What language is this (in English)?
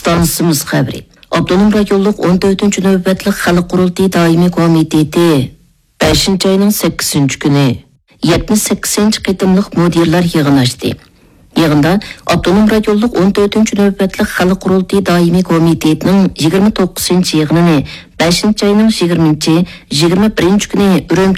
Uyghur